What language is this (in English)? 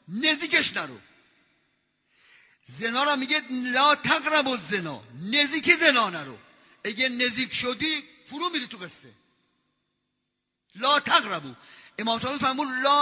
Persian